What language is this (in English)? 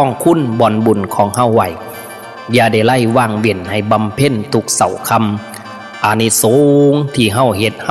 Northeastern Thai